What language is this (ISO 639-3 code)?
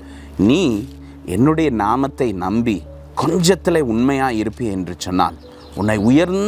tam